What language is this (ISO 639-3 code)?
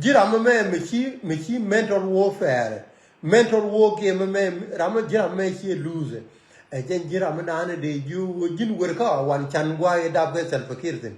nus